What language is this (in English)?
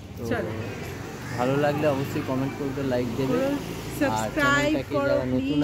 Bangla